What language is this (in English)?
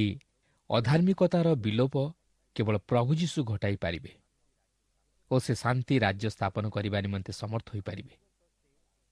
Odia